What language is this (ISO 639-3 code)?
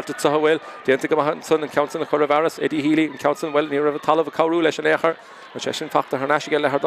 gle